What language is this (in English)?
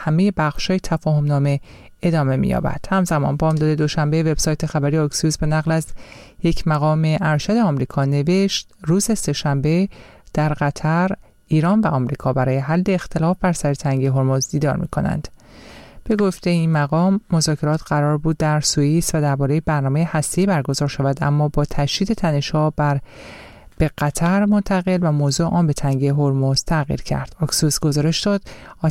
Persian